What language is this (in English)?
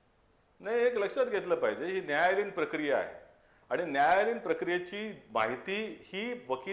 Marathi